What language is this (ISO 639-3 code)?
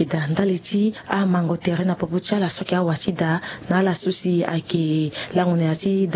sag